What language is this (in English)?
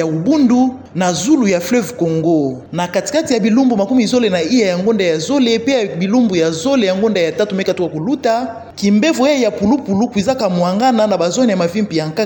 Kituba (Democratic Republic of Congo)